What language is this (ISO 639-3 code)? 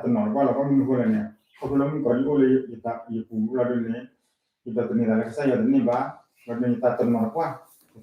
ksw